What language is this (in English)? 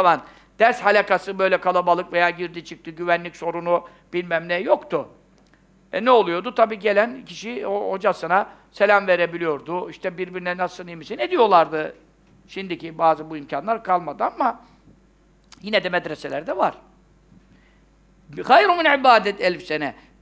Turkish